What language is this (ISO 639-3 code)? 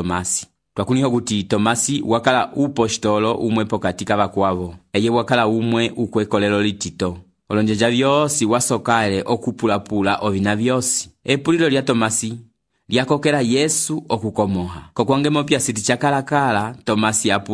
umb